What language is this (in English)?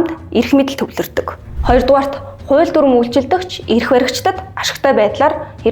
Mongolian